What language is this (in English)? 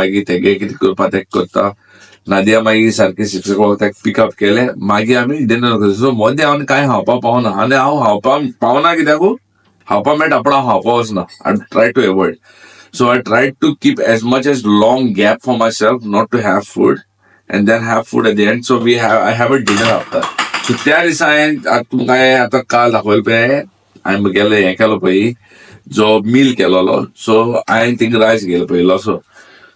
Konkani